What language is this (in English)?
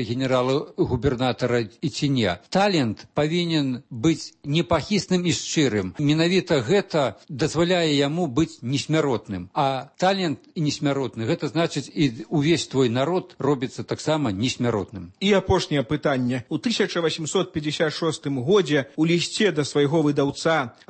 Belarusian